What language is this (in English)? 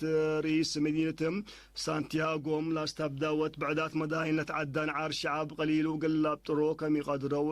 Tigre